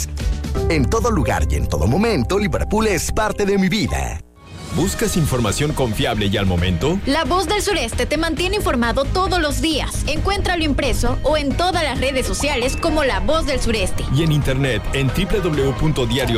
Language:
Spanish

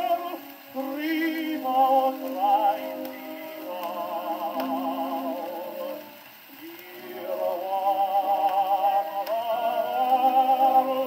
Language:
English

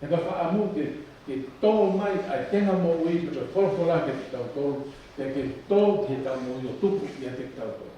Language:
Tongan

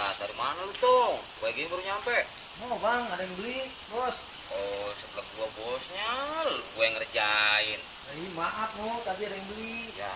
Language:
Betawi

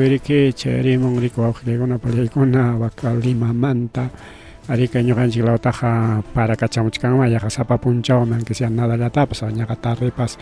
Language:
Ayacucho Quechua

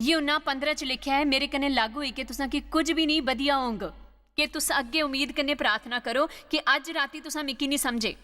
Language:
Dogri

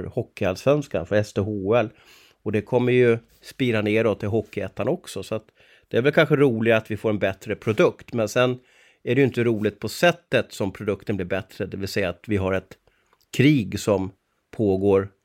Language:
Swedish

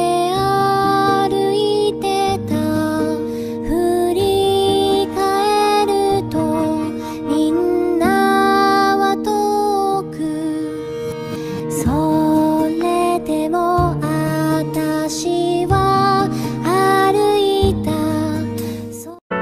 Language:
Japanese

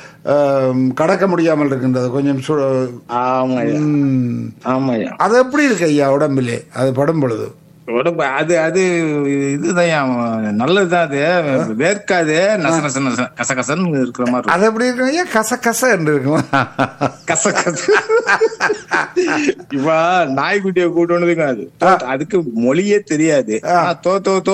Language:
Tamil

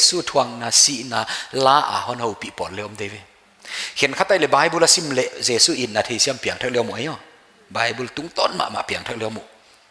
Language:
Paite Chin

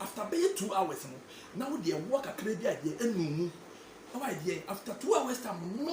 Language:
Akan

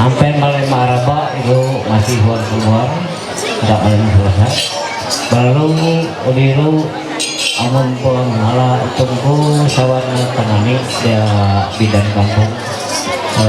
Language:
Ma'anyan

